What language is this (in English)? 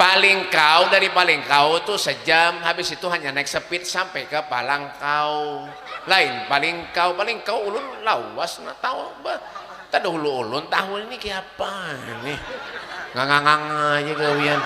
Banjar